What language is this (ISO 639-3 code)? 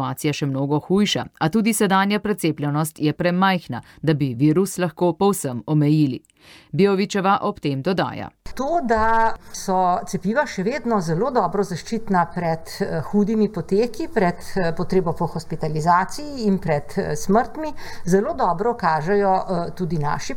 slv